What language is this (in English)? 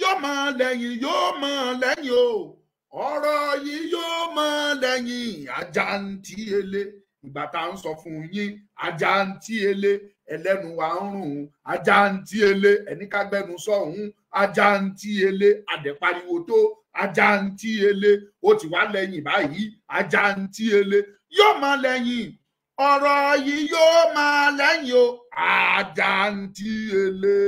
Yoruba